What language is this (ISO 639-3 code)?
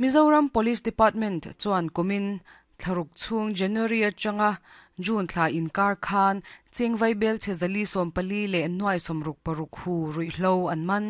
lus